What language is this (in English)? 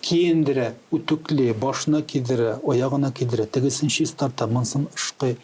Tatar